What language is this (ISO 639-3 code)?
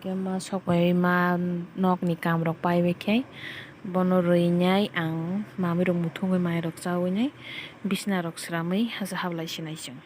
trp